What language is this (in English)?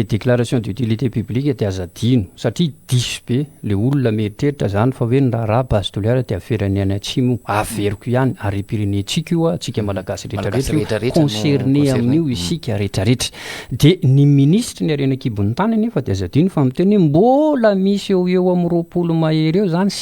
Malagasy